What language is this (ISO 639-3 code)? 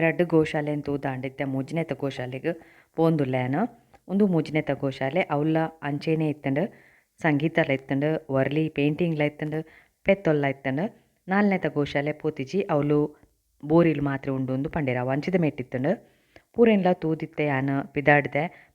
tcy